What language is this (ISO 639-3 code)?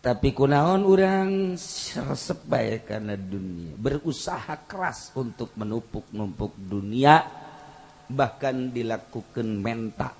sun